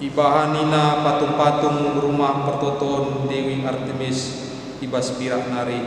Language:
Batak Karo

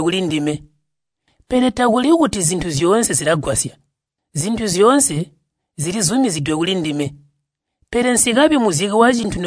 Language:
Tonga (Zambia)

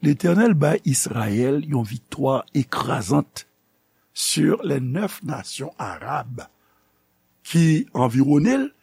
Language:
Haitian Creole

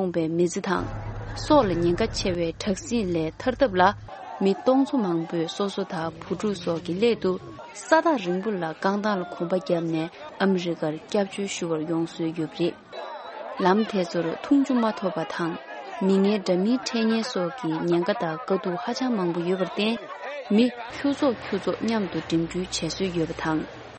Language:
Tibetan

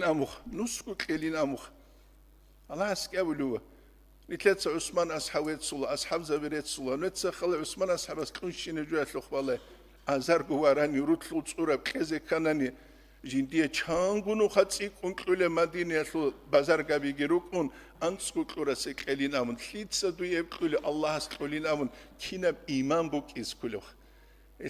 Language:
Avaric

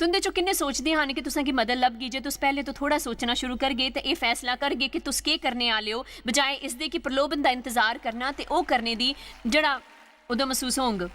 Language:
Dogri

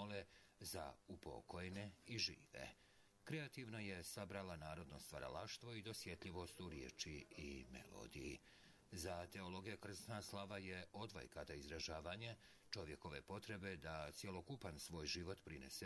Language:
Serbian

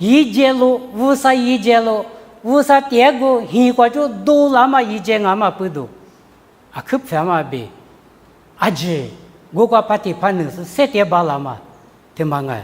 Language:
Lisu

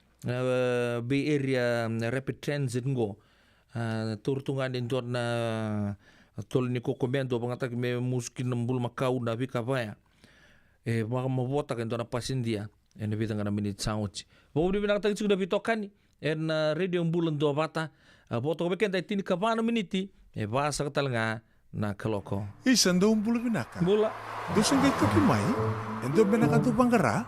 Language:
Fijian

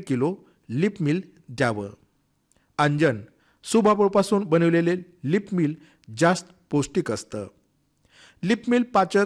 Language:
Marathi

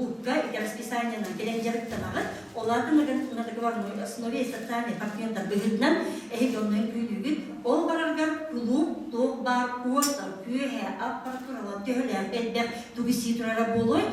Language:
Yakut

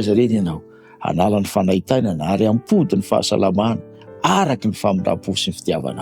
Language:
Malagasy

